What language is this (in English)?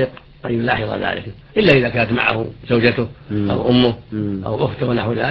Arabic